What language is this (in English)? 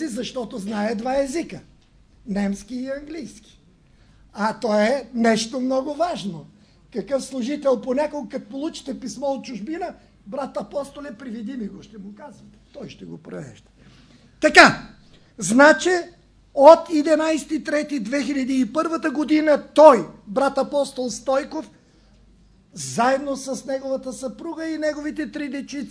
Bulgarian